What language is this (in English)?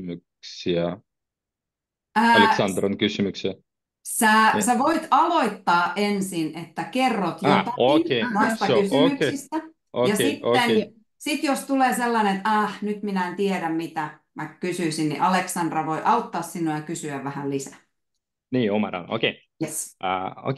Finnish